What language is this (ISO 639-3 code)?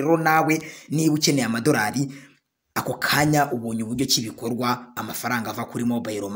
kin